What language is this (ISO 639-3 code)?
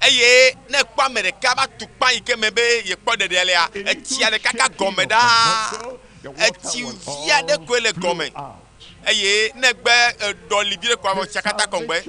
ewe